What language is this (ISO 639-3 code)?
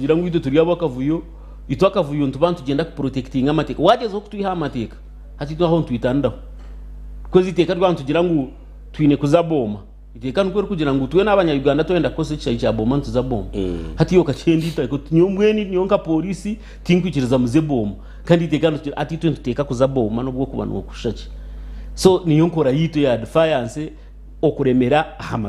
nyn